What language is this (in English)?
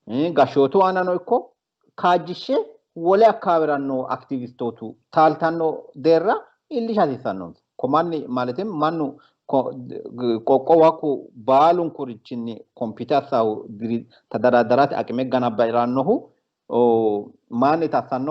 Sidamo